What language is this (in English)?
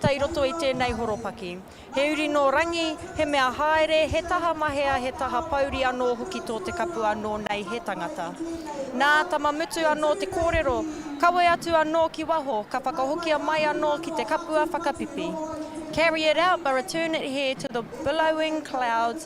Māori